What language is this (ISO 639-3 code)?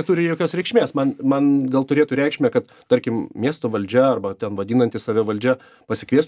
lit